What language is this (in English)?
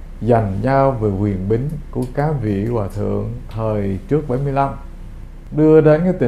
Vietnamese